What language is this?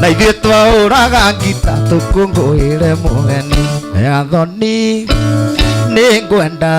Kikuyu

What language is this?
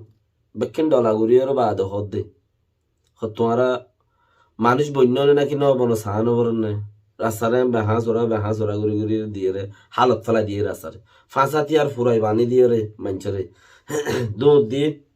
Rohingya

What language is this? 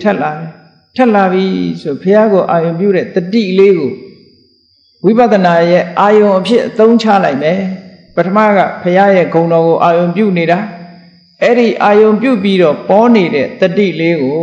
Burmese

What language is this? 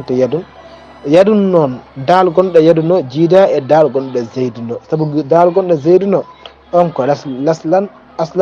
Fula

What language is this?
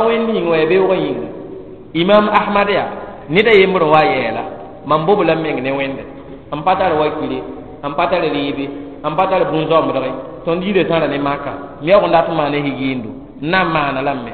Mossi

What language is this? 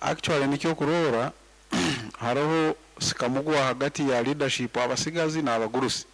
Nyoro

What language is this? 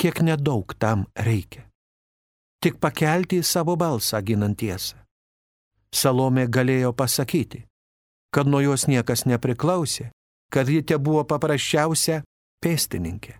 Lithuanian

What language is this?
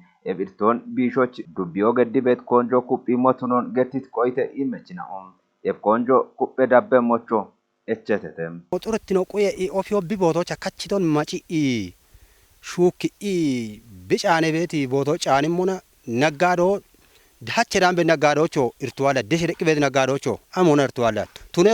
Kafa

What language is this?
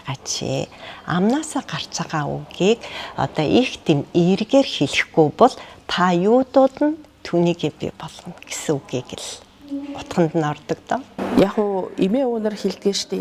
Mongolian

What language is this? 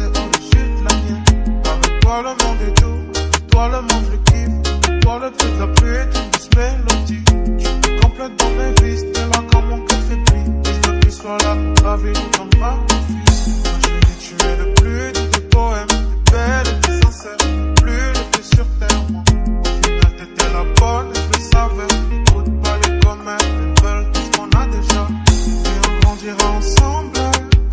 French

